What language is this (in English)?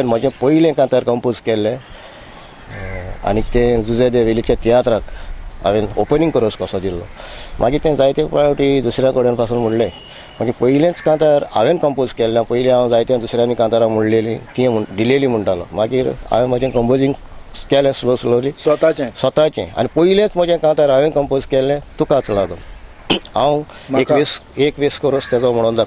Konkani